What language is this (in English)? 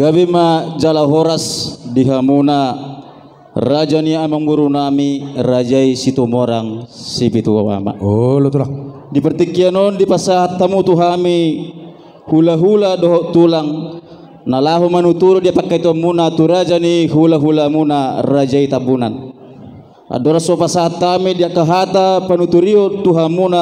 Batak Toba